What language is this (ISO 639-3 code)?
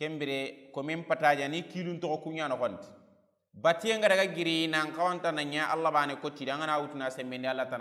snk